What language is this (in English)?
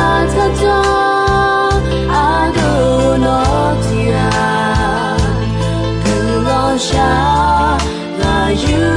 Akha